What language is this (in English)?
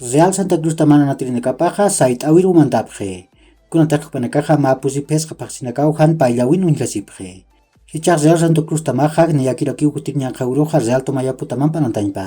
Aymara